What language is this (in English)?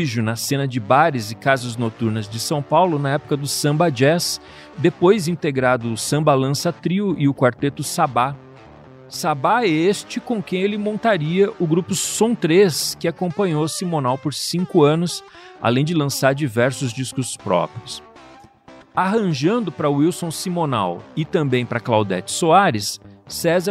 Portuguese